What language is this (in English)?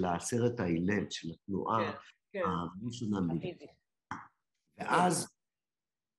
Hebrew